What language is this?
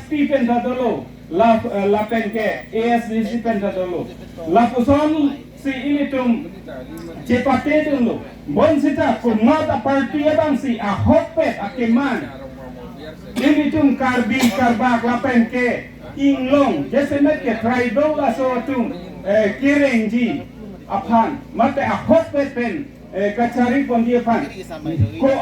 Karbi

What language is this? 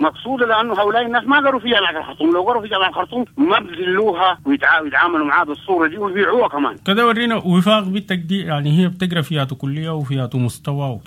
Sudanese Arabic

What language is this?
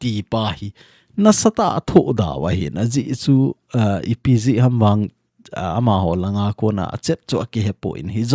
Thado Chin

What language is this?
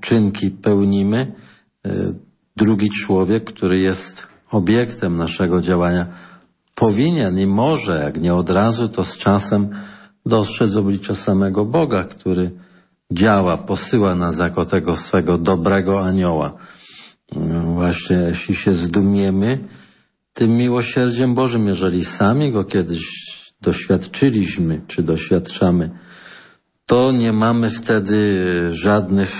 Polish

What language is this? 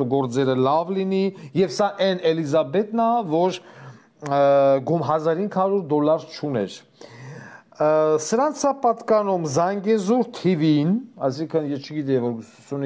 Armenian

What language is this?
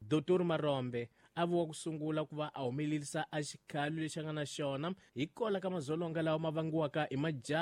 Tsonga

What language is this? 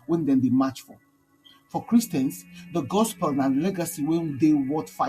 Nigerian Pidgin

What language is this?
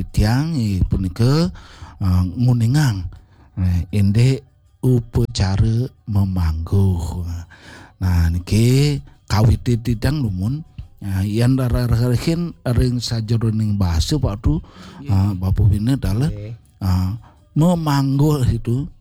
Balinese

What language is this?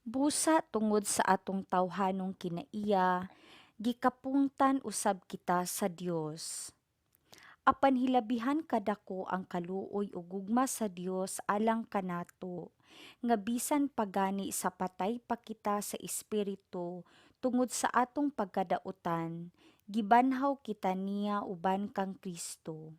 Cebuano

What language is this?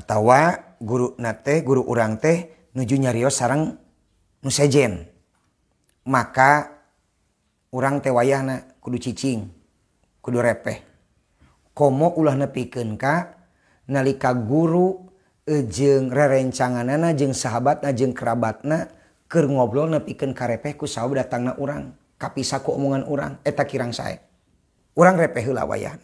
Sundanese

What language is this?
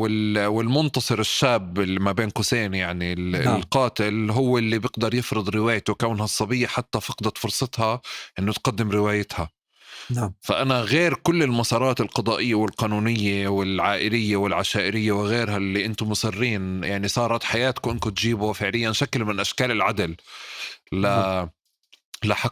North Levantine Arabic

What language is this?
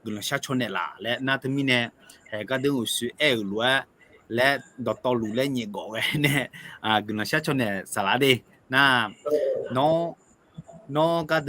Akha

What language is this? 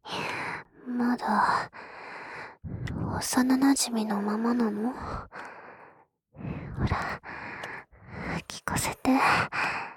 Japanese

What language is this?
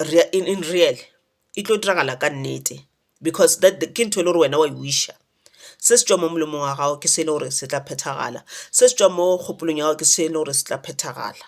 Northern Sotho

